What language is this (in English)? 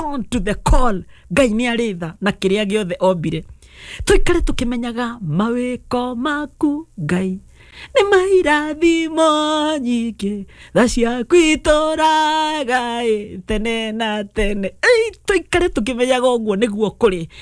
Kikuyu